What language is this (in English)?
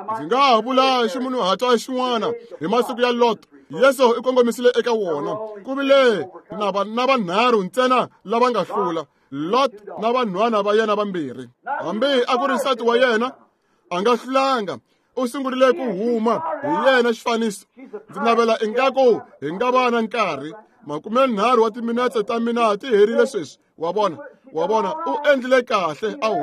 Tsonga